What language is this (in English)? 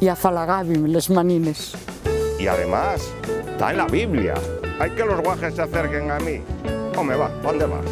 Asturian